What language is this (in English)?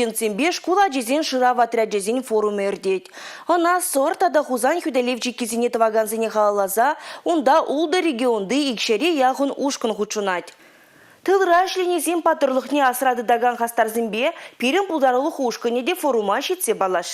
Chuvash